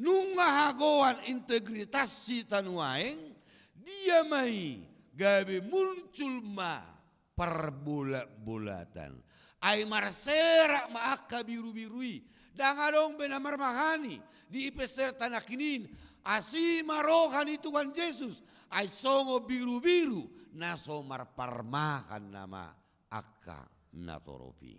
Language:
Batak Toba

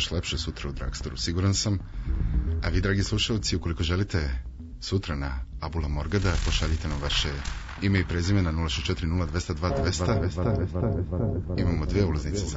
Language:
Serbian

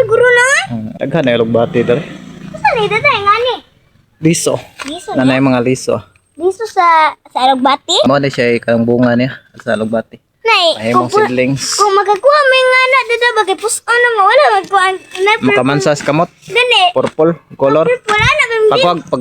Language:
Cebuano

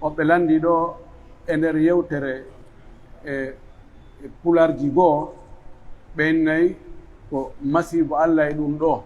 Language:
Pular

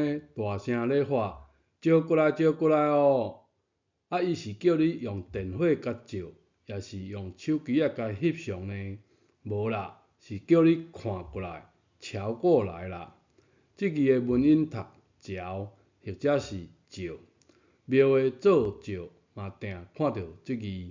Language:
Min Nan Chinese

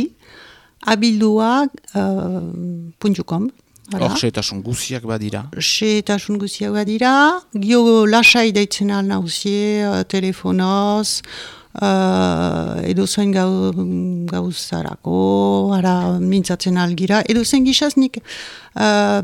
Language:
Basque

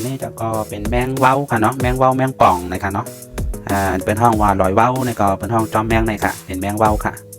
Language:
Shan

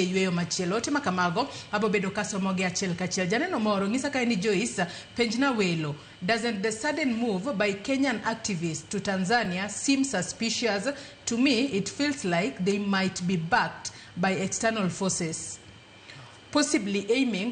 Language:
Luo (Kenya and Tanzania)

